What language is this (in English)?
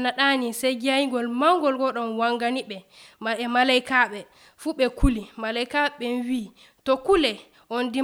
Nigerian Fulfulde